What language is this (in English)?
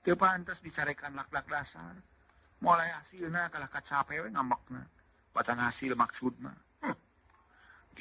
Sundanese